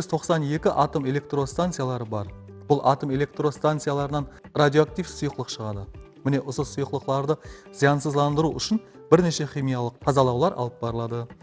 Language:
Kara-Kalpak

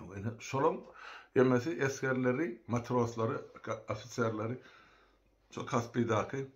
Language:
Turkmen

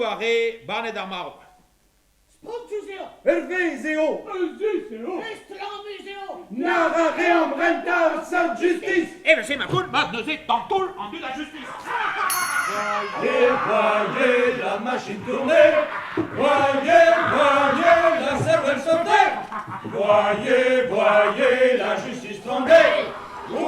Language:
Breton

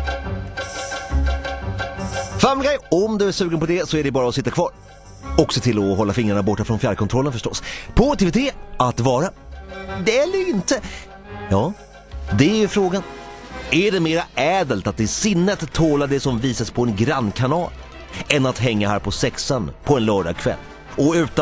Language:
Swedish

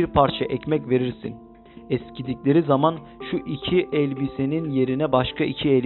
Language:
Turkish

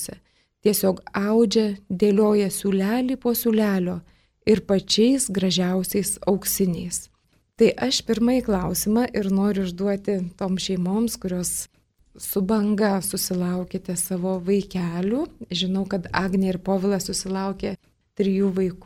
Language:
Lithuanian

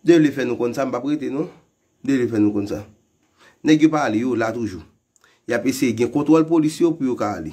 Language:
Haitian Creole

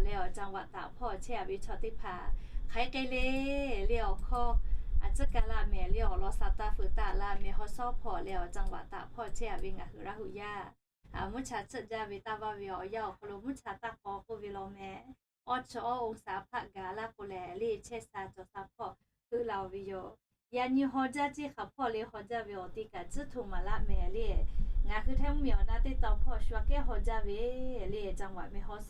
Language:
Lahu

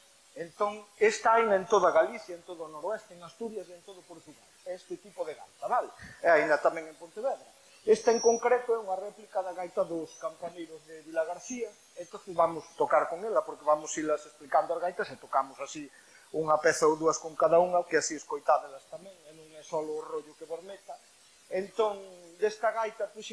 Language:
Galician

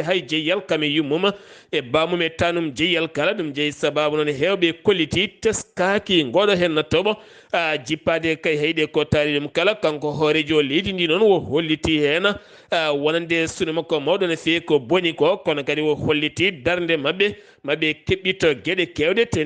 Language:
Fula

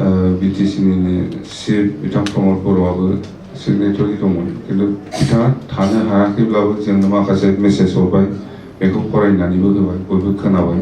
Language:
Bodo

